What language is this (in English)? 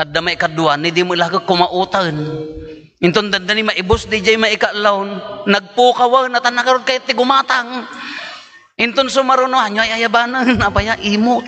Iloko